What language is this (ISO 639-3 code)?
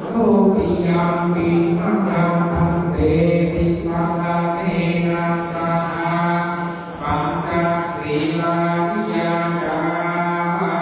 pli